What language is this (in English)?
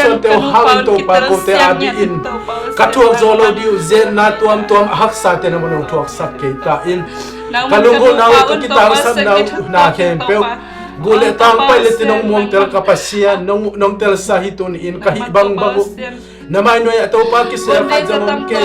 Tedim Chin